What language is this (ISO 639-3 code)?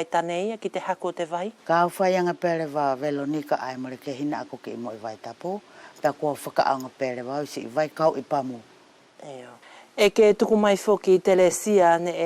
wls